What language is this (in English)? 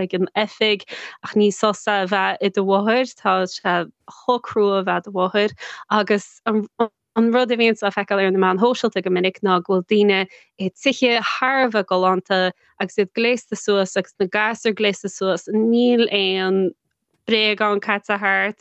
Irish